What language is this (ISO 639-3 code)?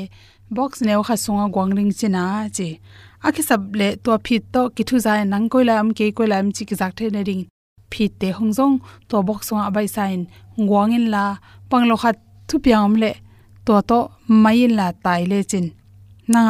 ctd